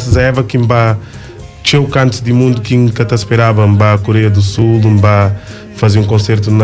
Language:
Kabuverdianu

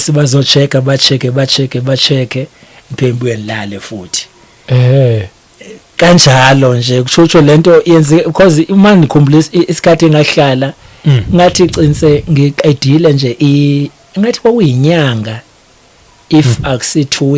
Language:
Zulu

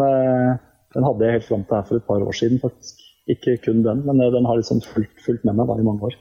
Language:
Norwegian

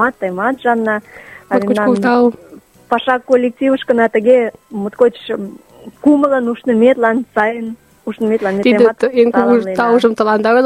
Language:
Mari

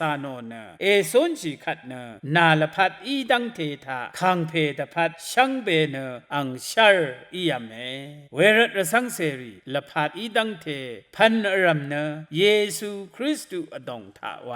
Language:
Rawang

